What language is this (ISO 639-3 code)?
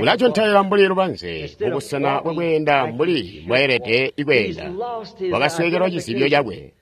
toi